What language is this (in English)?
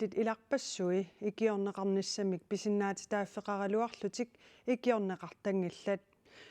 Kalaallisut